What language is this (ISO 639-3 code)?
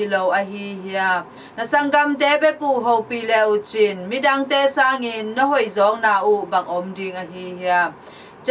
ctd